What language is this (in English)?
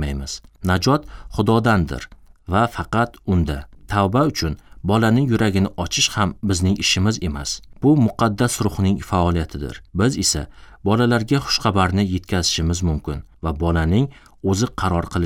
Uzbek